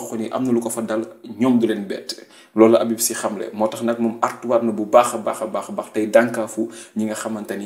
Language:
Wolof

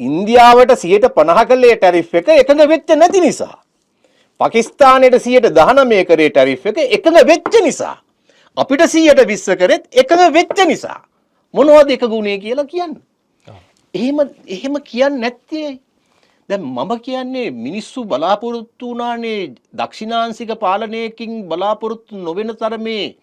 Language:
Sinhala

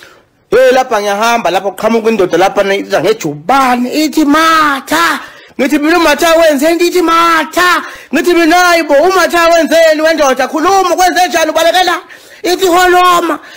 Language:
Zulu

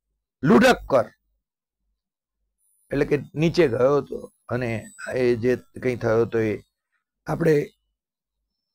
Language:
Gujarati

